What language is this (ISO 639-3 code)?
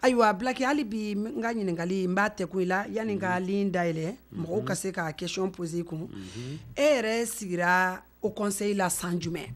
bam